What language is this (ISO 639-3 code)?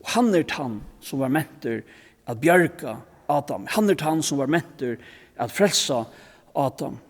fao